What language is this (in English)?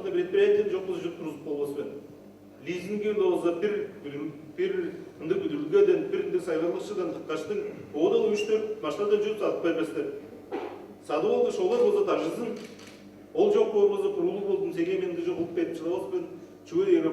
Tuvinian